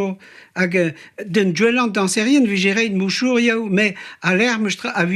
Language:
Breton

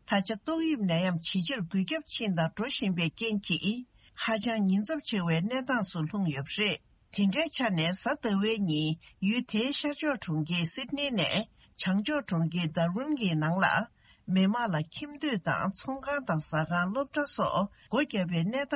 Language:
Tibetan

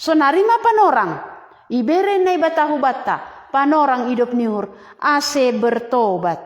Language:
Batak Simalungun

